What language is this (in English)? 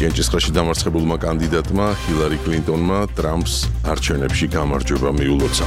Georgian